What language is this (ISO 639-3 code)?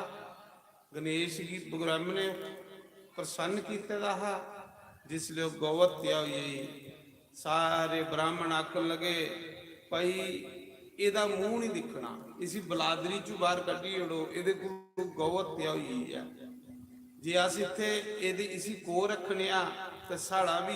doi